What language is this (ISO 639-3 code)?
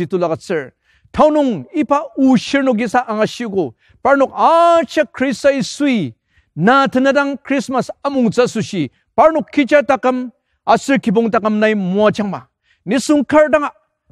njo